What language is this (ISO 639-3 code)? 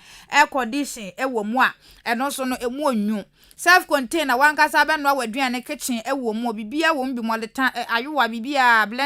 aka